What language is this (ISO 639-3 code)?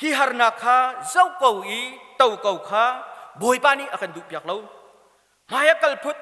cnh